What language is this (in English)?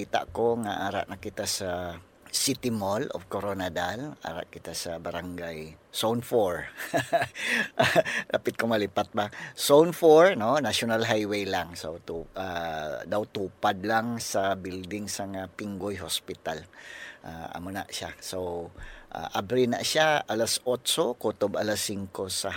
Hiligaynon